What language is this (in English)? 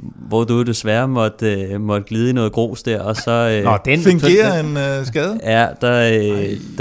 Danish